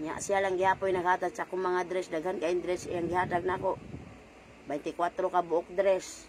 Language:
Cebuano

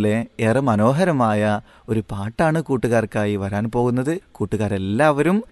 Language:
Malayalam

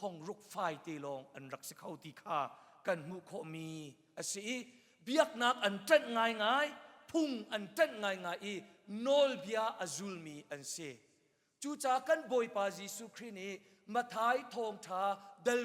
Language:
Hakha Chin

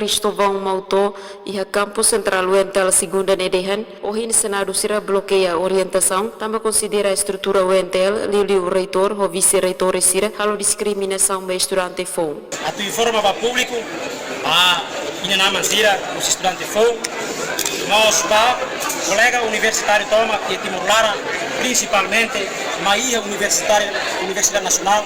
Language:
Tetum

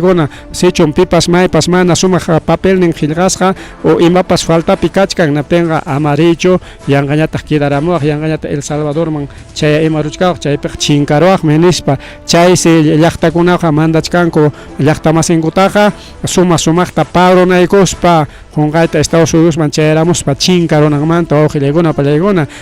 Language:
Ayacucho Quechua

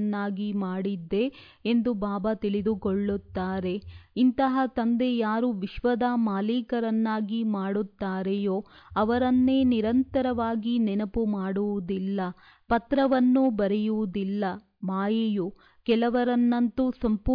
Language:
Kannada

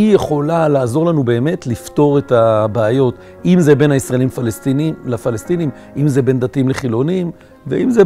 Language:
Hebrew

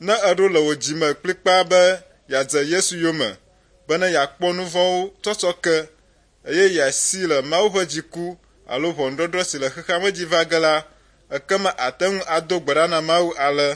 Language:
Ewe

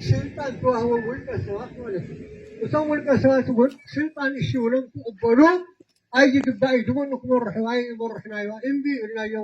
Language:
Tigrinya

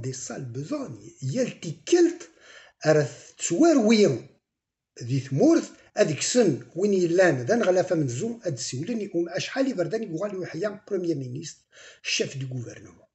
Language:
Kabyle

